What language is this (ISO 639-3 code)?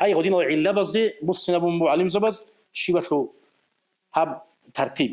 ava